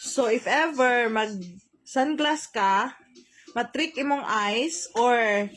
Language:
Cebuano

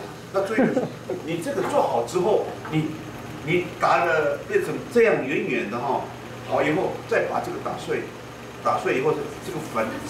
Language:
Chinese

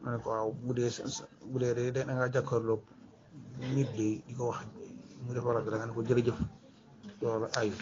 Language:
Wolof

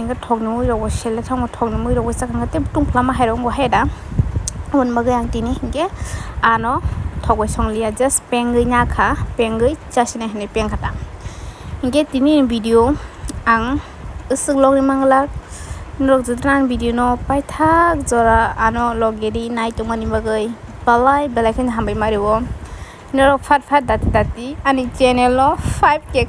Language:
Kok Borok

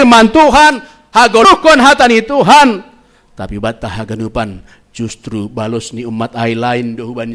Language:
Batak Simalungun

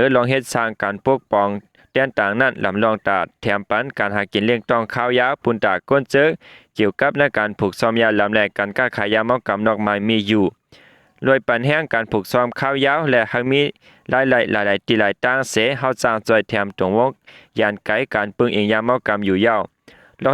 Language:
Shan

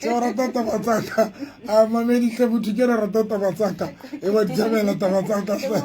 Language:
Southern Sotho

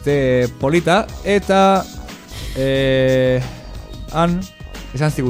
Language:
Basque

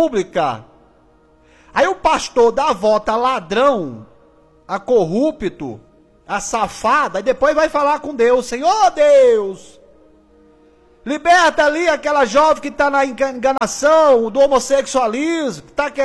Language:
Portuguese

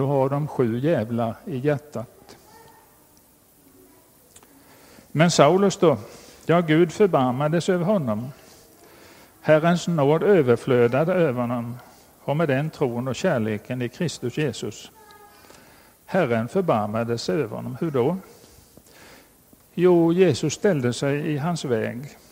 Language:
Swedish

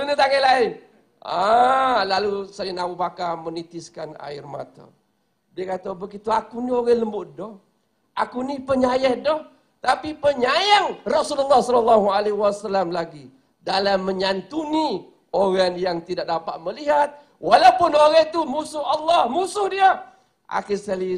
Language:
Malay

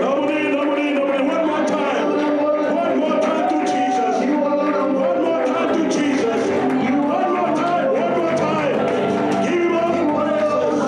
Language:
Fijian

